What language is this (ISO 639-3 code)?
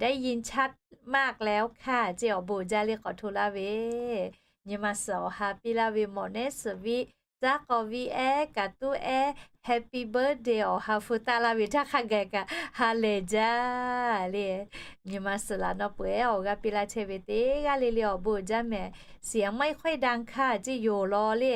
lhu